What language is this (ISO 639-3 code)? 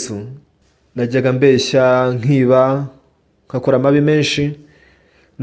kin